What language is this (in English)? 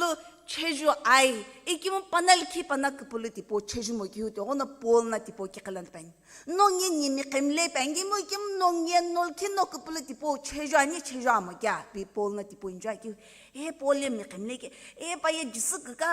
Sumi Naga